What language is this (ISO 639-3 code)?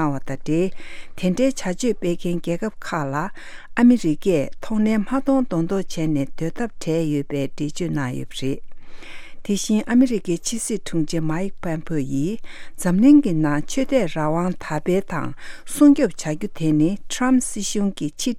bod